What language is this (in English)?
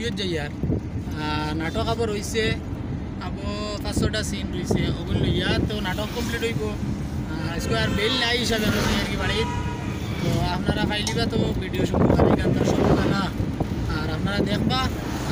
Sylheti